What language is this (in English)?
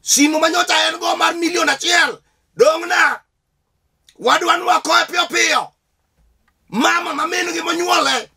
Luo (Kenya and Tanzania)